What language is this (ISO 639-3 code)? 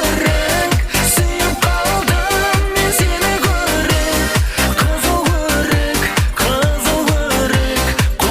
kaa